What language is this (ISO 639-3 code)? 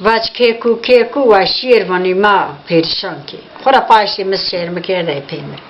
kur